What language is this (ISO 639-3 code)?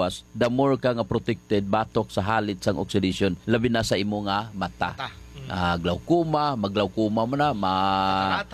hil